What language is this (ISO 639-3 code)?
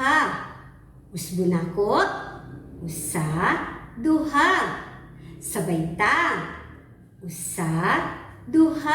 ceb